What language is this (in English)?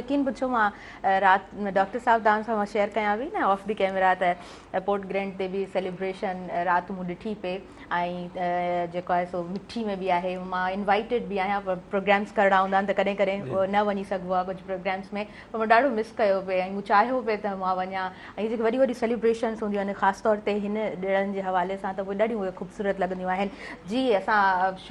Sindhi